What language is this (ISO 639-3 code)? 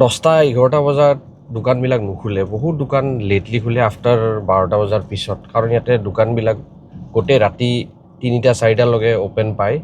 asm